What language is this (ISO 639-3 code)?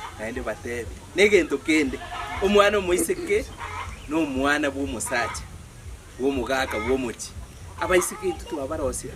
guz